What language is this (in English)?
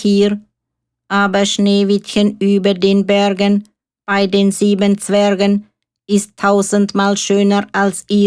Swiss German